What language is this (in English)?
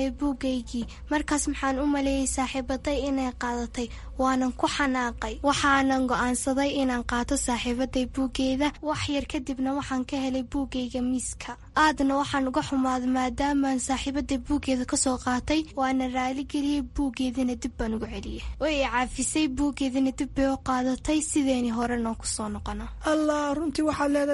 Somali